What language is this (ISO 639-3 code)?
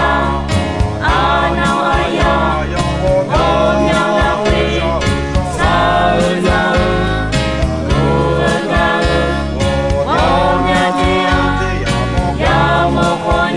ahk